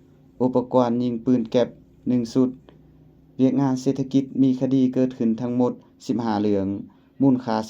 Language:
Lao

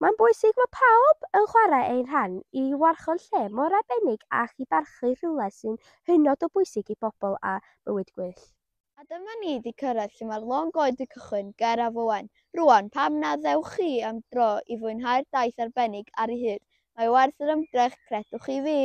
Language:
Welsh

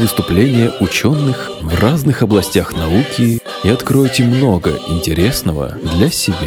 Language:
Russian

